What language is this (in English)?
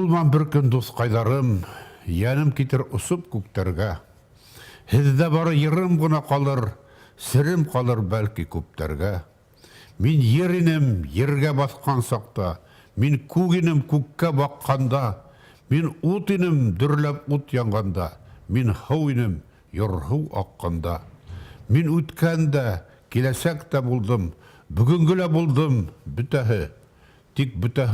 Bashkir